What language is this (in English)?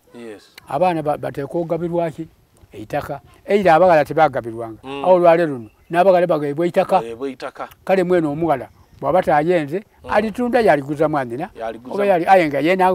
Soga